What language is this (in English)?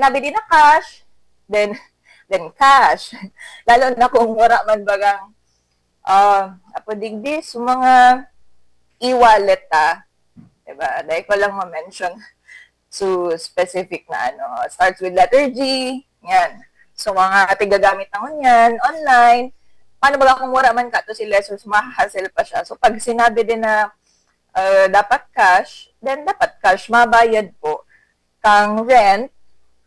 Bikol